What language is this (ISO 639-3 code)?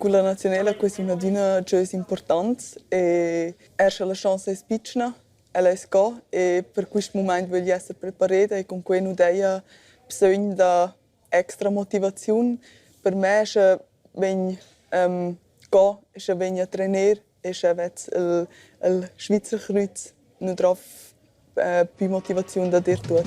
roh